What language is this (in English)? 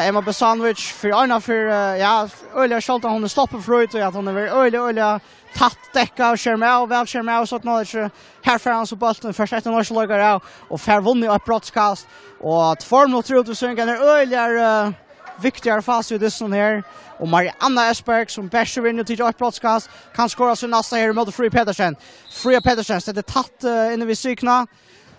Faroese